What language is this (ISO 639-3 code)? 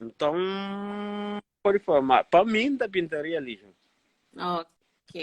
kea